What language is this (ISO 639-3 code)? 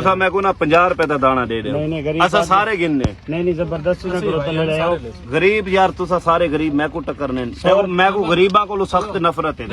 skr